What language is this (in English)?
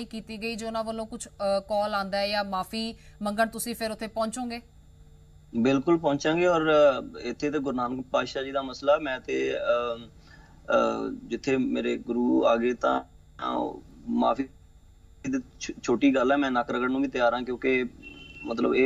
Punjabi